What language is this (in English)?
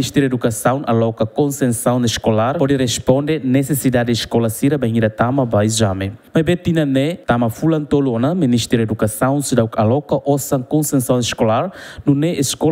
Tetum